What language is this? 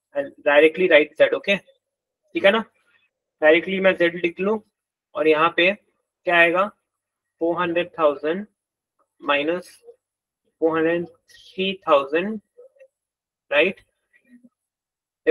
Hindi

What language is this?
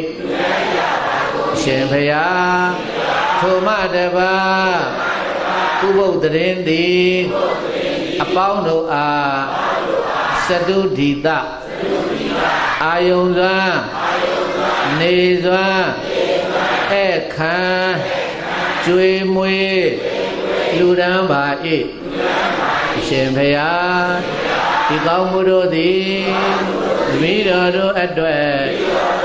Burmese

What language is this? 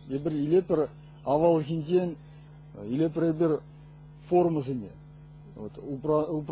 Chuvash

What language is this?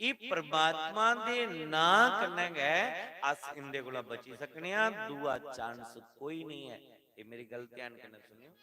Dogri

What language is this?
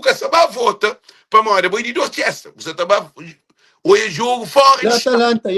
Kabuverdianu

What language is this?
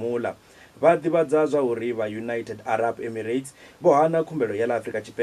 Venda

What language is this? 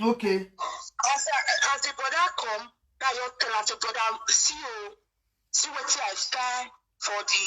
Nigerian Pidgin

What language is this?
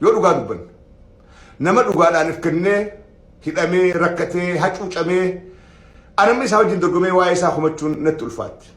Oromo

